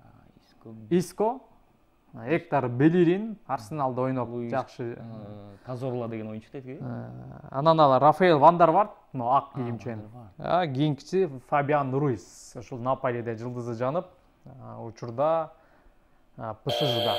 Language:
Kyrgyz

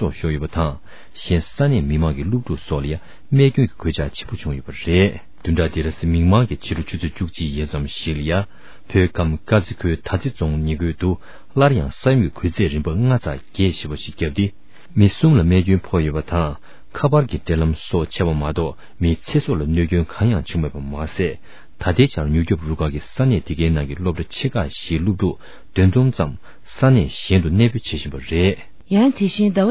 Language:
Tibetan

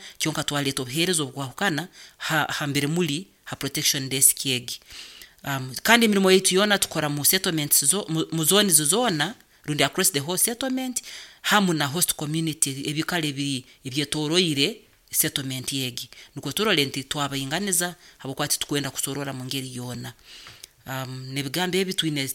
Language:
Nyoro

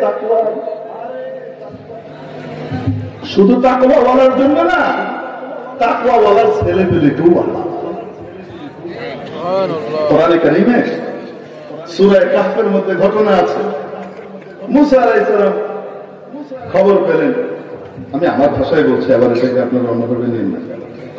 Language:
Bangla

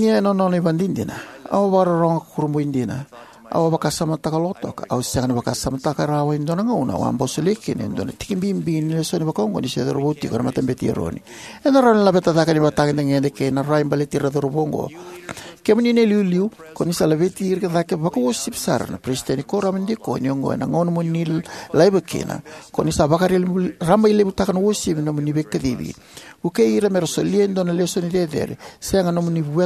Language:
Fijian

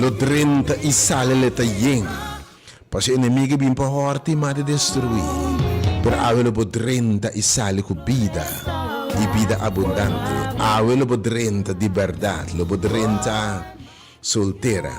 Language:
Papiamento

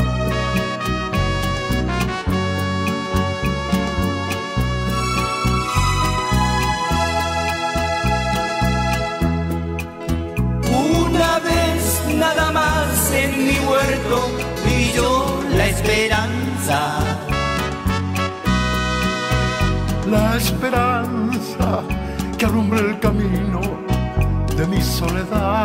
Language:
Spanish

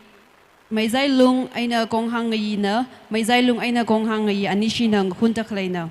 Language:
Tangkhul Naga (India)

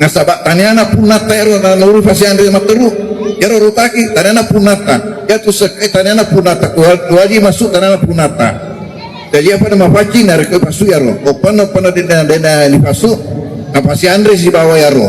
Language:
Buginese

